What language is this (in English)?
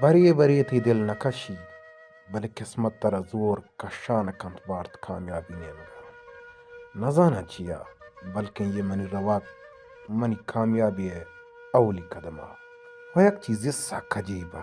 Baluchi